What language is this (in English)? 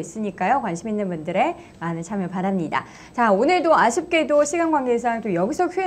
Korean